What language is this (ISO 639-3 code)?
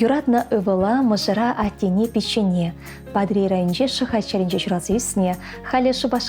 chv